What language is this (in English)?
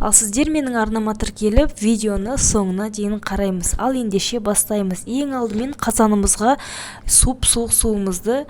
Kazakh